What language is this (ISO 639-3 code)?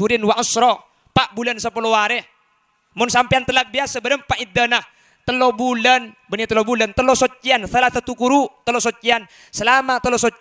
mad